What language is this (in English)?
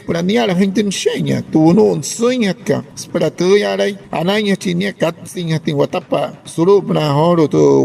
Wayuu